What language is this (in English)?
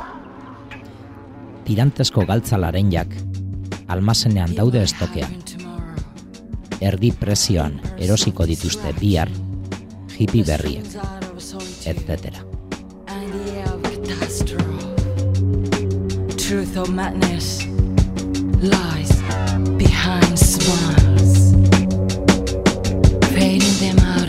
Basque